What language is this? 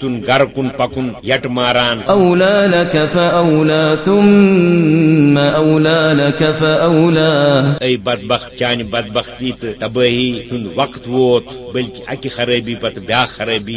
Kashmiri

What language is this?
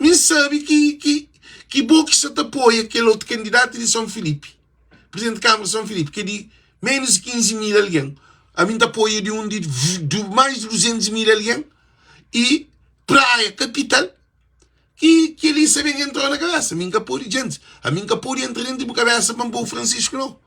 Kabuverdianu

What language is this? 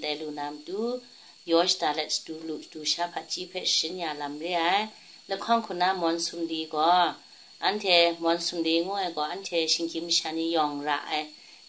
Kachin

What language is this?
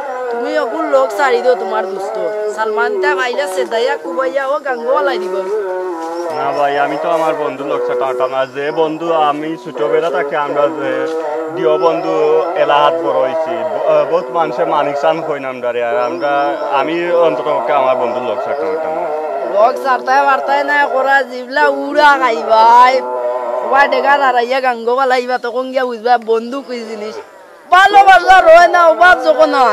Sylheti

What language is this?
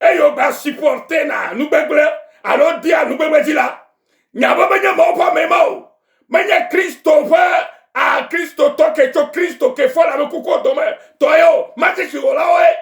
Ewe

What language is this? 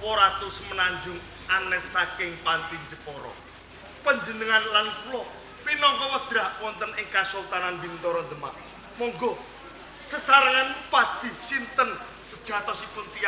Javanese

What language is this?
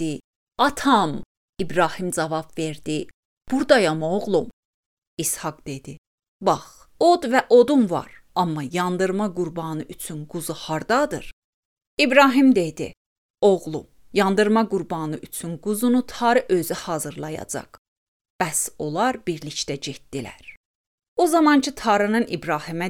Azerbaijani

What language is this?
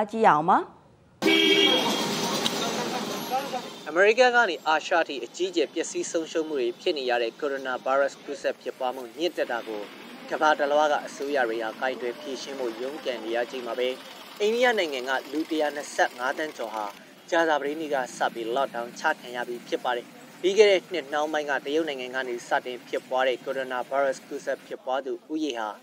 Burmese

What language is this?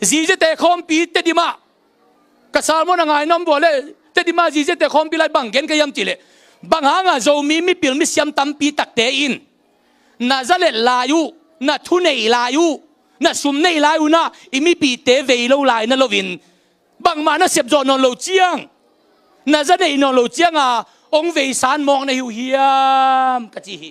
Tedim Chin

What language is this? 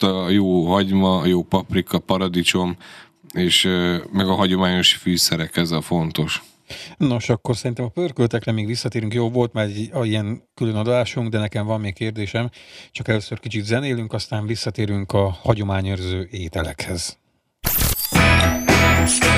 Hungarian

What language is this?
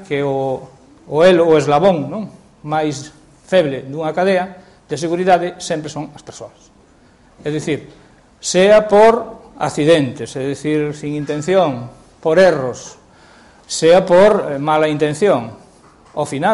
Galician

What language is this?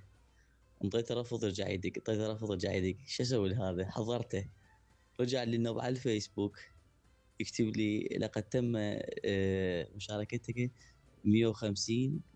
Mesopotamian Arabic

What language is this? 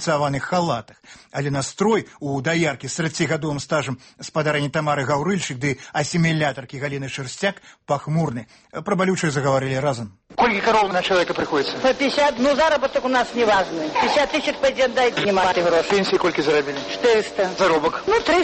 Belarusian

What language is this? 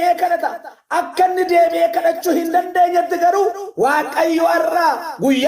Oromo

